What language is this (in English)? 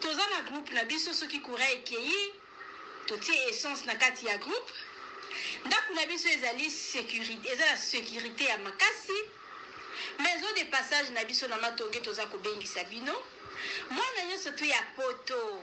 Lingala